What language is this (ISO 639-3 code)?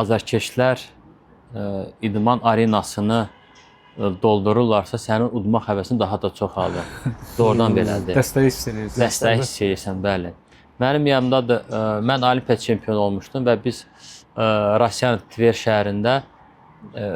aze